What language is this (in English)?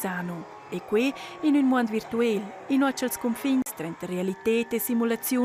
Romansh